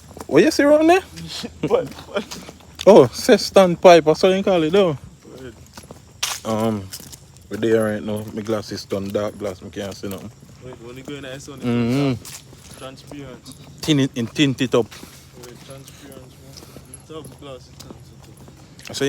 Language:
Jamaican Creole English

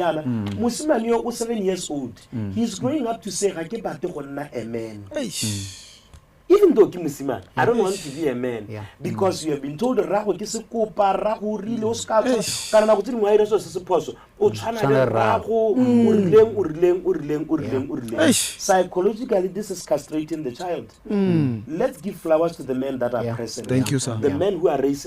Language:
Tswana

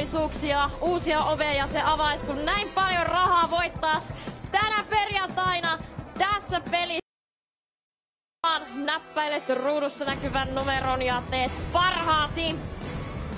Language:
Finnish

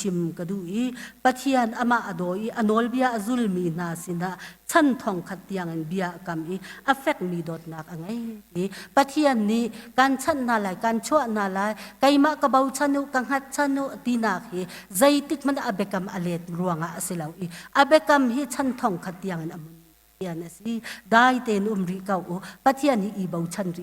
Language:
Hakha Chin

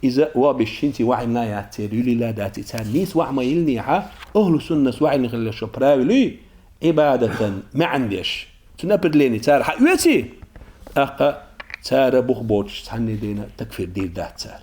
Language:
Chechen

